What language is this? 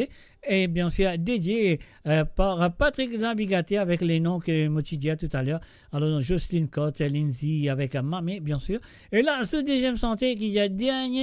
Morisyen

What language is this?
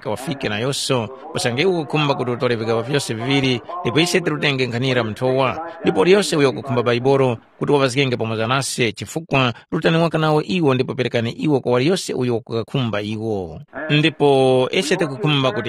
Tumbuka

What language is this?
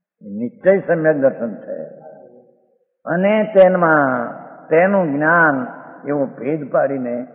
Gujarati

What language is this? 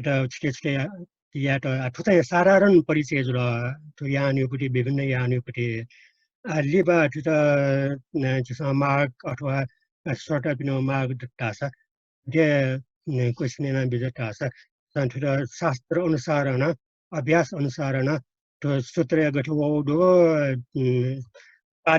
Newari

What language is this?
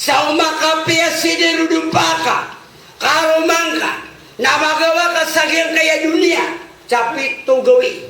Maranao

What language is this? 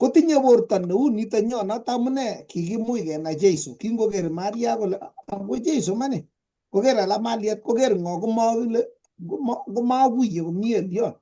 Kalenjin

